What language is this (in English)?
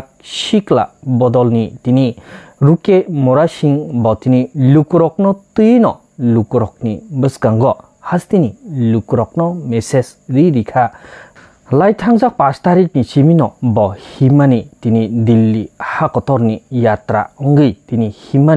Kok Borok